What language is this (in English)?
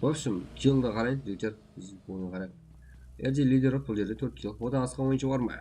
Kara-Kalpak